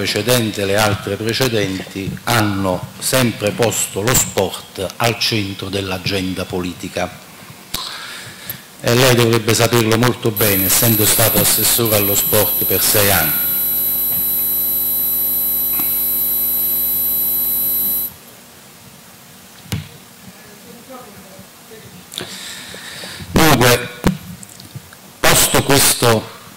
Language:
Italian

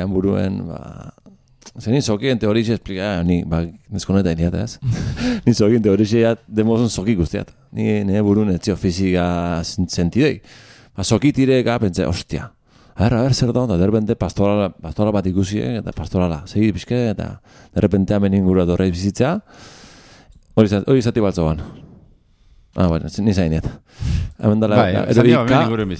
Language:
Basque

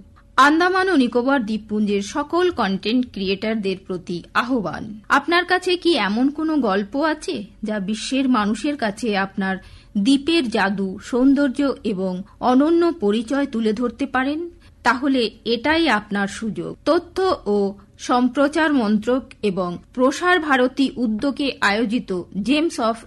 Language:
Bangla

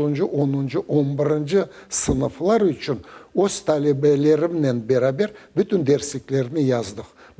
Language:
Crimean Tatar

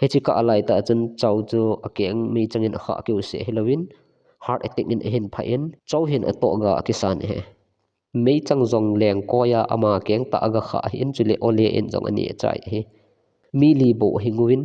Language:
Thado Chin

